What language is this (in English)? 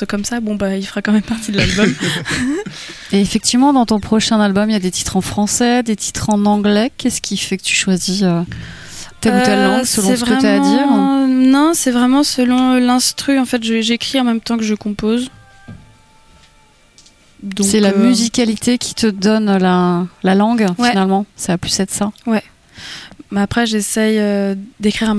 French